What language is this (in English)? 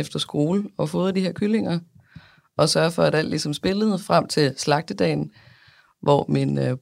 Danish